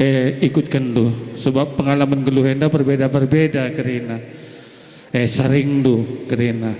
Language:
Batak Karo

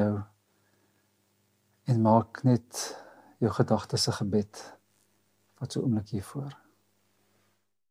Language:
Afrikaans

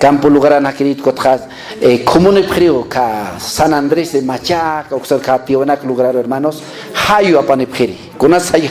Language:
Aymara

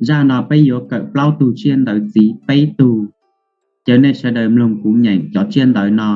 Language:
Hmong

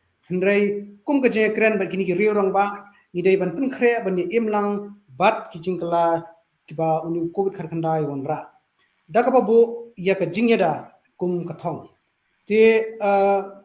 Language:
Khasi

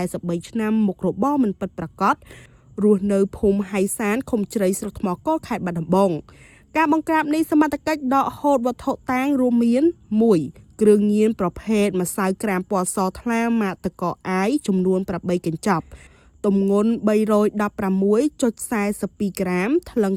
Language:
Khmer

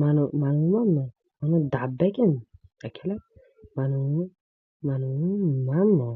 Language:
Uzbek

